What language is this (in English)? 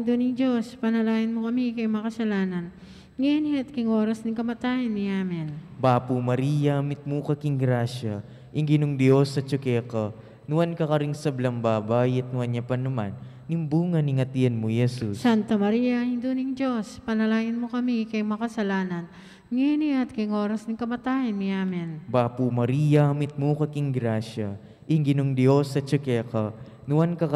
Pampanga